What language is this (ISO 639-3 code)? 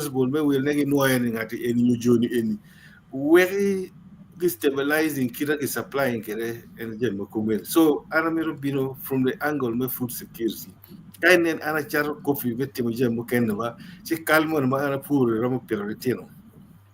ach